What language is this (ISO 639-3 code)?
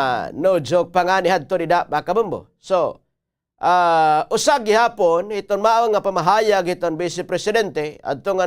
war